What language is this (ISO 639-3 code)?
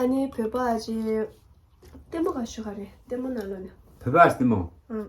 bod